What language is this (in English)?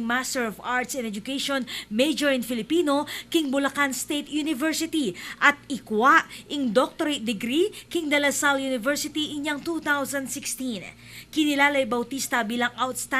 Pampanga